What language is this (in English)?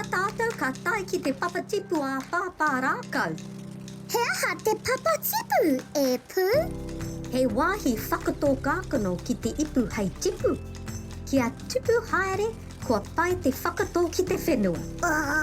Māori